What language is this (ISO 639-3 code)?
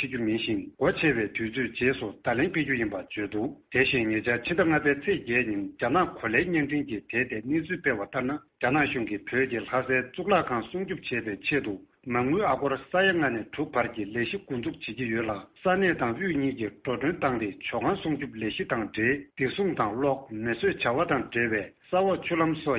bod